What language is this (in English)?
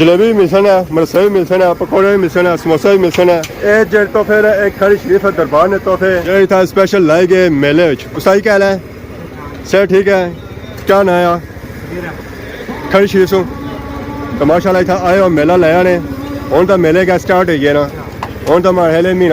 Pahari-Potwari